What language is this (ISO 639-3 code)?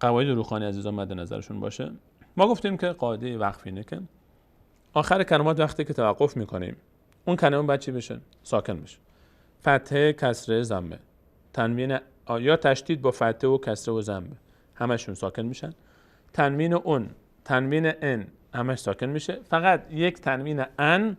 fas